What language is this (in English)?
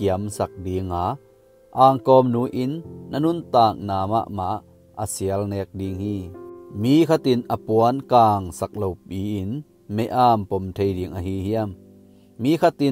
Tedim Chin